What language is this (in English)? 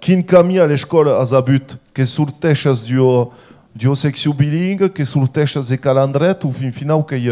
Occitan